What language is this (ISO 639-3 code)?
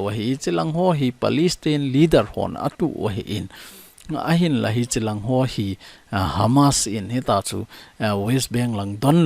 tcz